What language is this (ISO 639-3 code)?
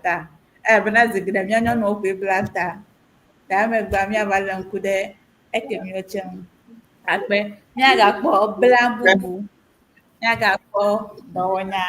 ewe